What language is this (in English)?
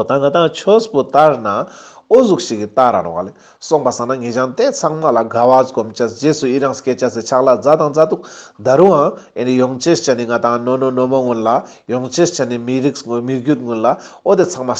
Ladakhi